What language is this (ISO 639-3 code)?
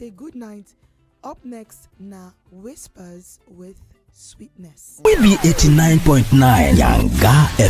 pcm